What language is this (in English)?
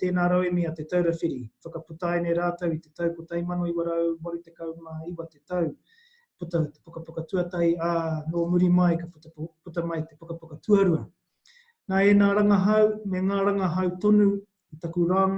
Māori